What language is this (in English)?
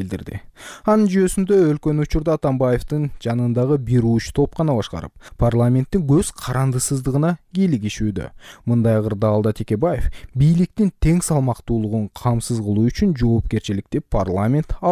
Kyrgyz